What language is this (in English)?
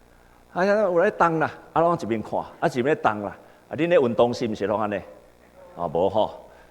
Min Nan Chinese